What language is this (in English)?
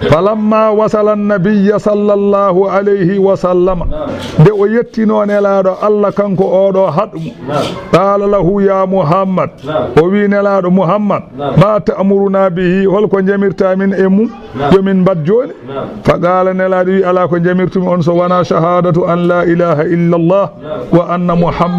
Fula